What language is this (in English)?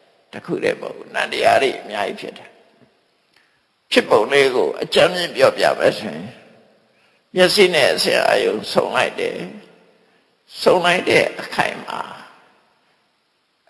Burmese